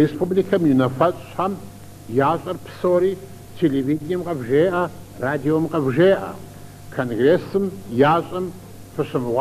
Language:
Kabardian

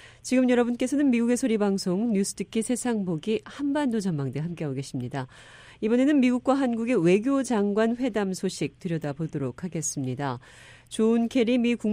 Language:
Korean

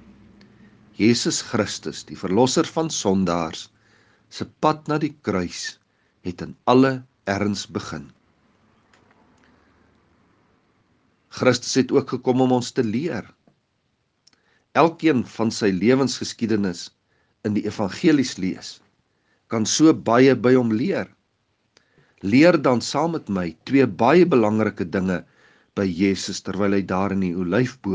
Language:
Afrikaans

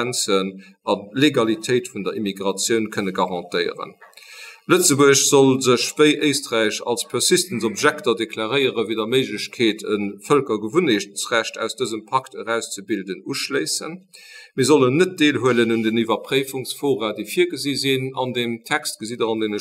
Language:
Luxembourgish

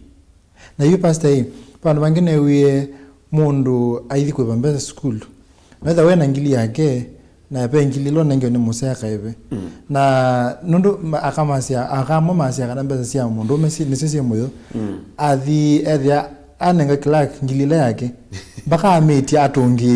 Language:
Kamba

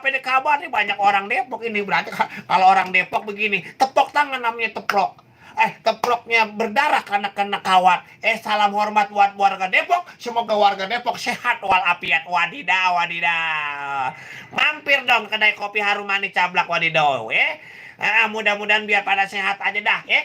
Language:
Betawi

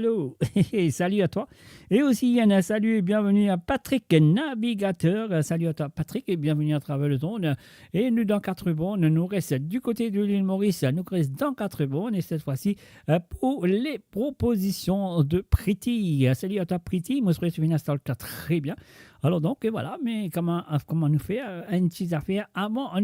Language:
Morisyen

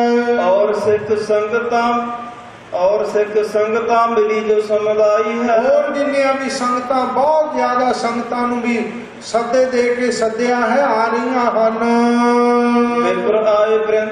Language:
Punjabi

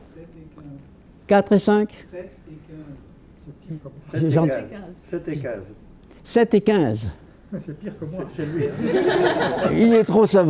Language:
French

